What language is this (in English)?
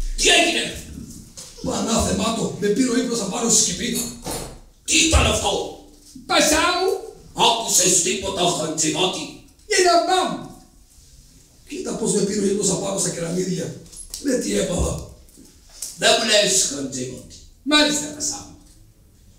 Greek